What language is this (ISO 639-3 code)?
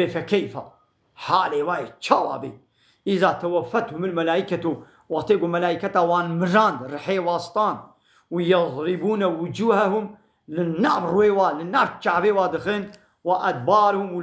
kur